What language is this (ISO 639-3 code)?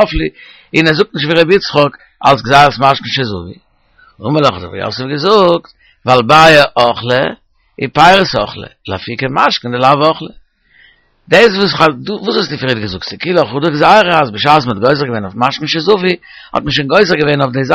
yid